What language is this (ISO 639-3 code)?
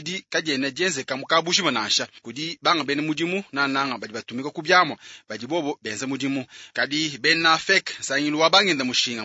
lua